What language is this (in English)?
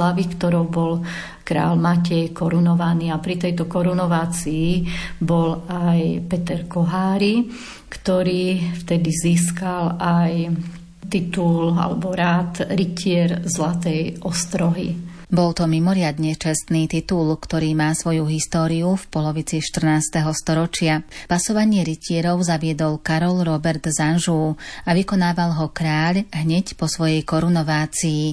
Slovak